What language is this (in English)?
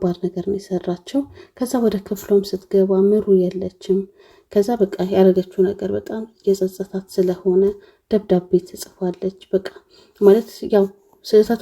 Amharic